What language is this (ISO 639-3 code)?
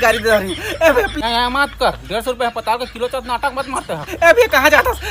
hne